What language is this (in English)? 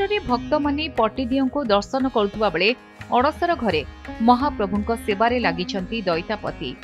Odia